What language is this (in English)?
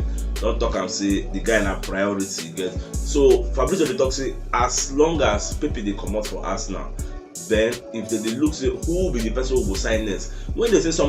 Nigerian Pidgin